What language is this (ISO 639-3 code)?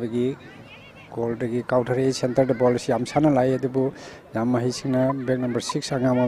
mni